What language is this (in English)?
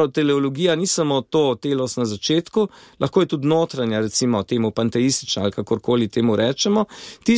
Slovenian